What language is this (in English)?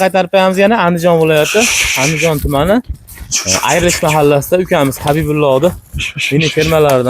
Uzbek